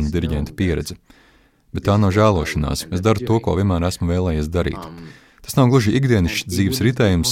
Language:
Latvian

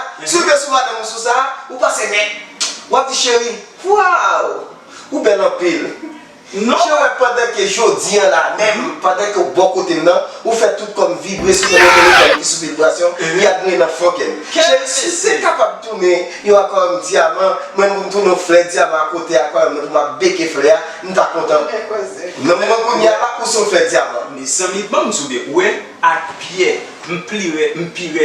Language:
Haitian Creole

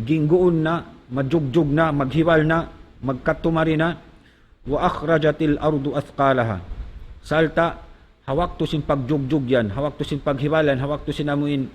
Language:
Tausug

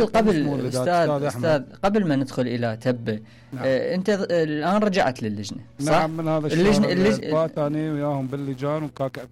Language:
Mesopotamian Arabic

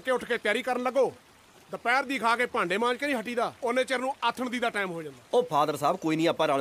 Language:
Punjabi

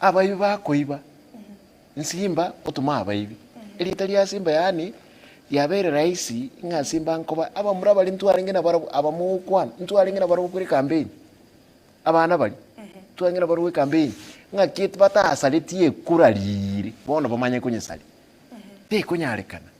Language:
Gusii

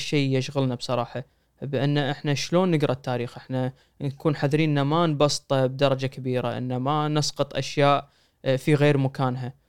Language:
Gulf Arabic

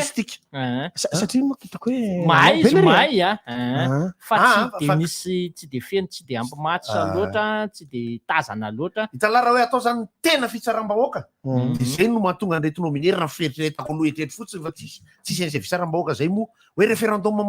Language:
Malagasy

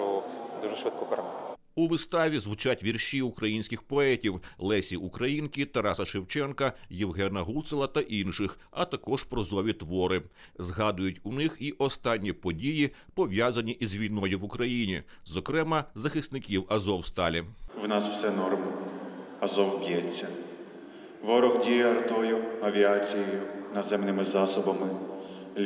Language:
Ukrainian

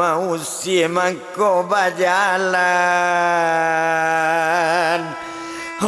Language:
Minangkabau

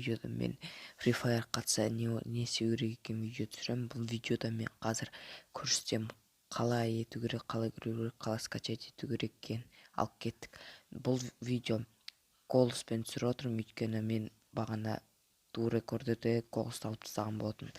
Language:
Kazakh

